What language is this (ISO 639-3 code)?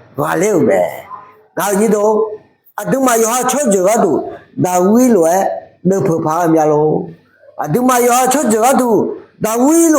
ahk